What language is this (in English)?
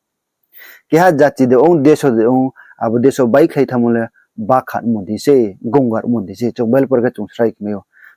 Riang (India)